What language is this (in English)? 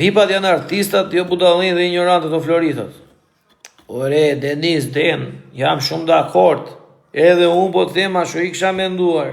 Albanian